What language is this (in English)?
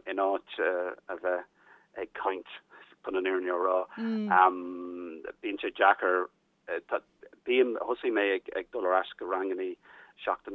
Irish